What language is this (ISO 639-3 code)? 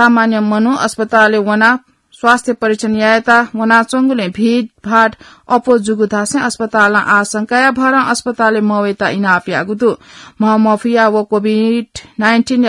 new